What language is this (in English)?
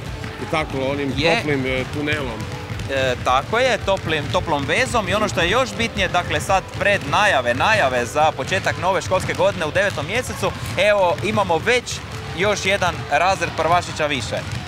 Croatian